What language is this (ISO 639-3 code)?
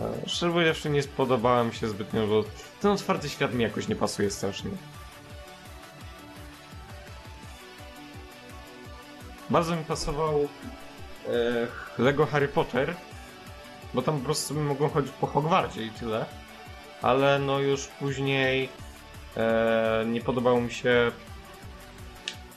pol